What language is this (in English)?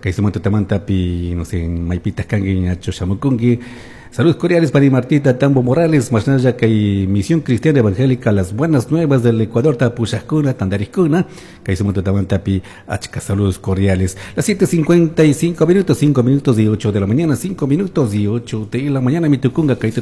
Chimborazo Highland Quichua